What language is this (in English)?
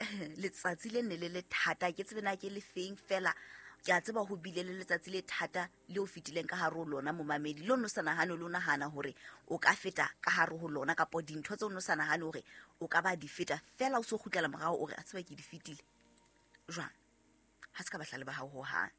Southern Sotho